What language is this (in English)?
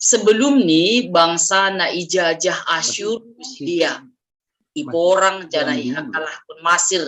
Batak Simalungun